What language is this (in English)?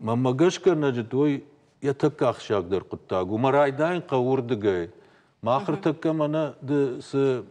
Ossetic